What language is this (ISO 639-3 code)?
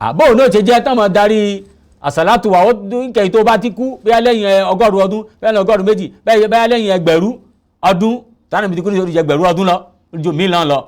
yor